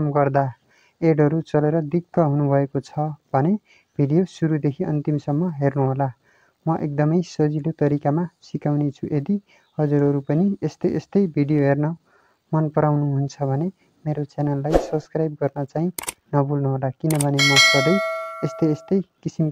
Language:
Nepali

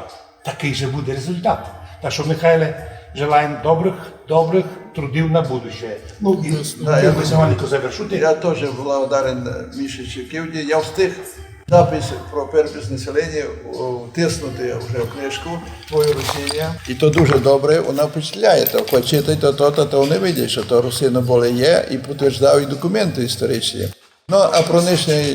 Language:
Rusyn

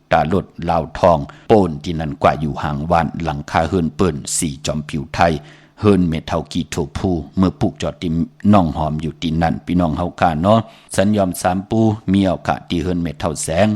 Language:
Shan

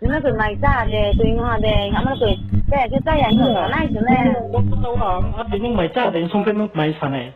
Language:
Riang (India)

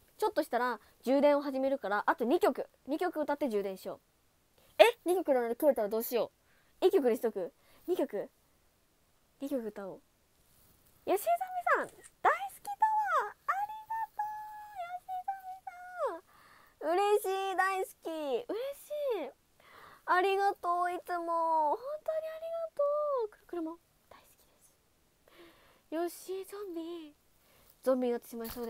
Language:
Japanese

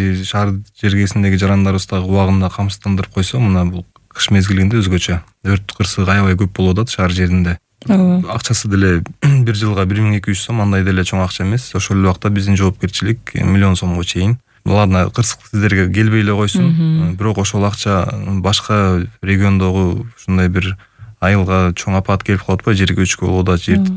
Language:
Kyrgyz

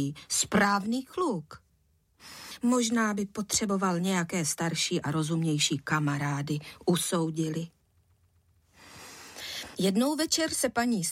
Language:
Czech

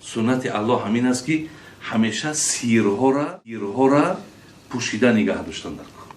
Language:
Tajik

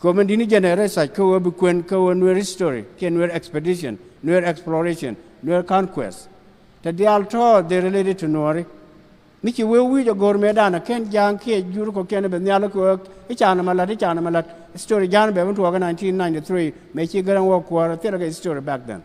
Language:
Nuer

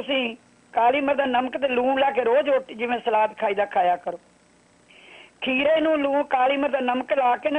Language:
Punjabi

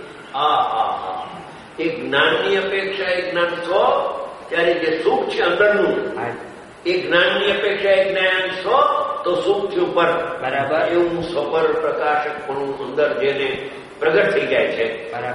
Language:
Gujarati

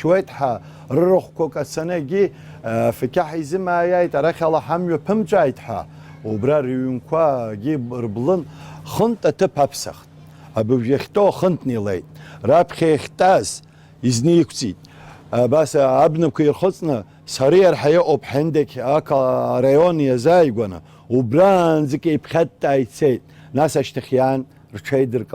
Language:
Abkhazian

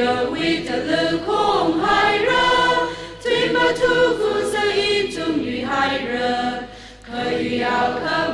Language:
Tangkhul Naga (India)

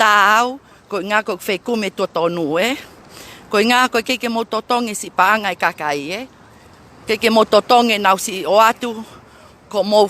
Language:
Tongan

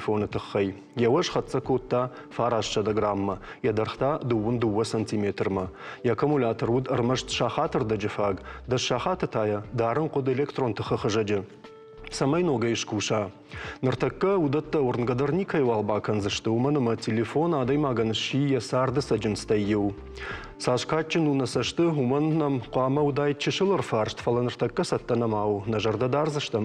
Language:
Ossetic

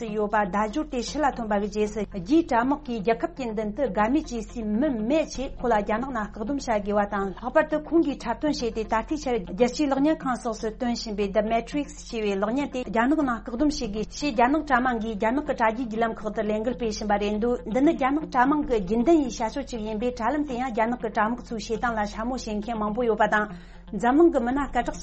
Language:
Tibetan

